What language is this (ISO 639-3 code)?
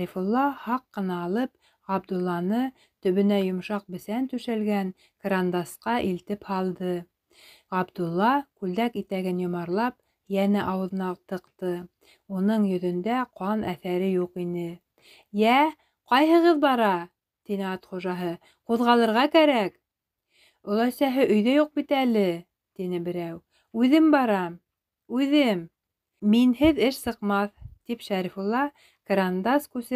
bak